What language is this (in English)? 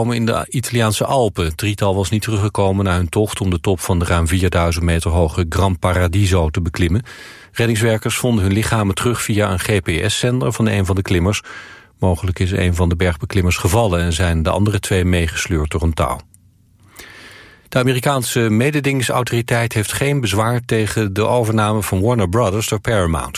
Dutch